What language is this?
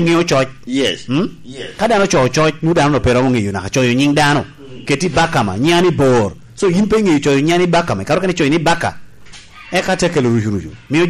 Lango (Uganda)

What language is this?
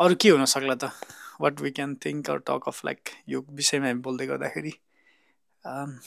Nepali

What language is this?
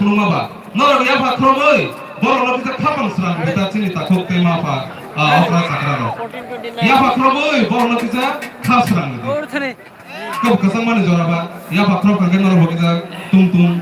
Kok Borok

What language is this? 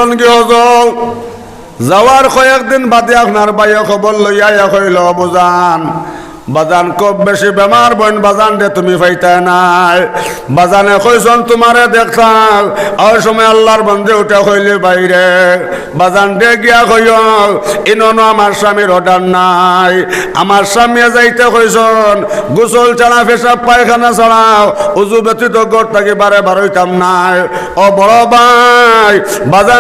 Sylheti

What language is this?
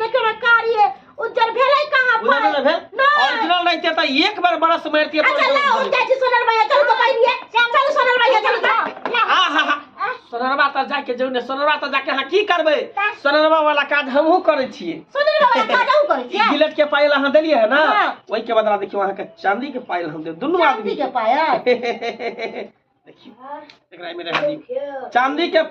Maithili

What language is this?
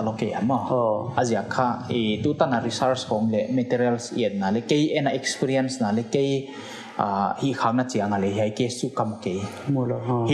Paite Chin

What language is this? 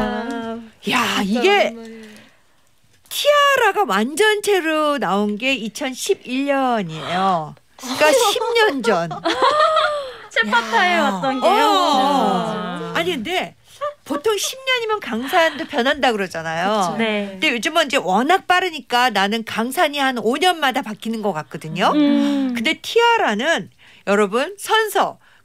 Korean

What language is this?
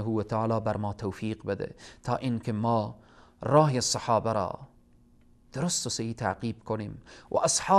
Persian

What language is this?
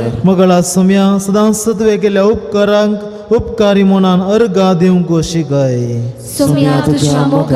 Konkani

